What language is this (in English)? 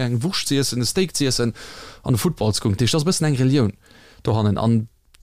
Luxembourgish